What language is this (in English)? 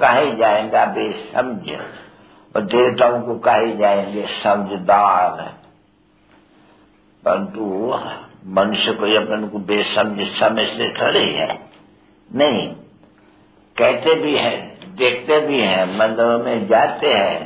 Hindi